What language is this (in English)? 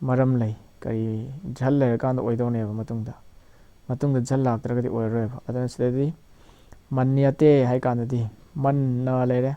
Manipuri